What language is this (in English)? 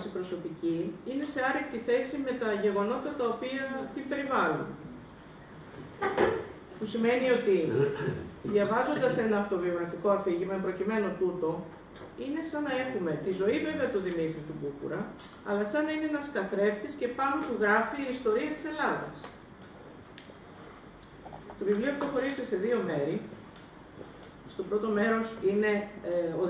Greek